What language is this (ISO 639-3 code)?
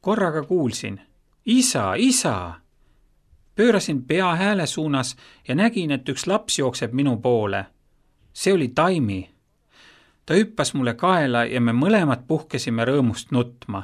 est